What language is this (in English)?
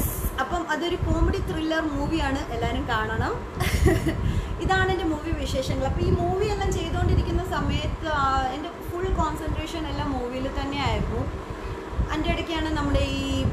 Malayalam